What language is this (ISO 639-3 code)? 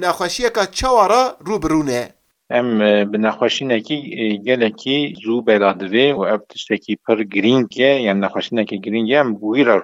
kur